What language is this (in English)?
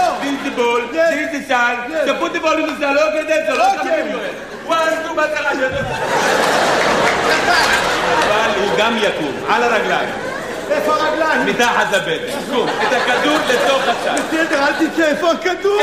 Hebrew